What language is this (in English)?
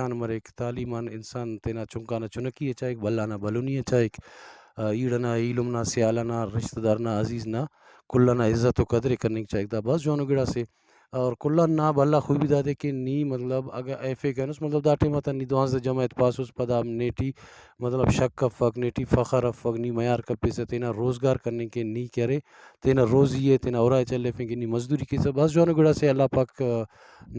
Brahui